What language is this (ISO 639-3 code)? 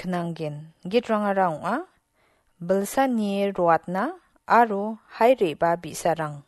grt